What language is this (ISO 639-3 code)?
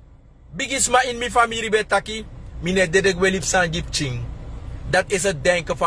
srn